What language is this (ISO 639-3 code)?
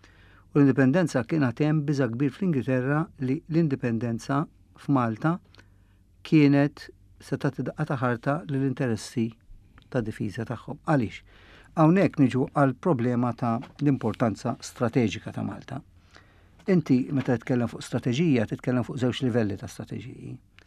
mlt